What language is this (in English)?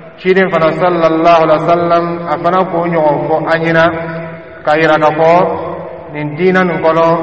Dyula